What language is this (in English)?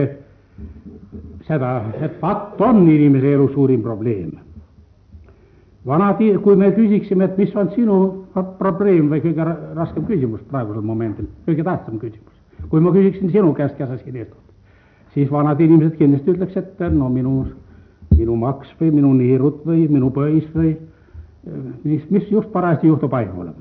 Estonian